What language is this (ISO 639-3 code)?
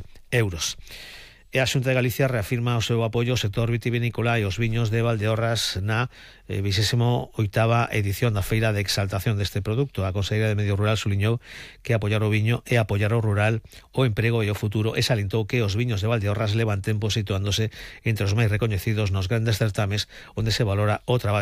glg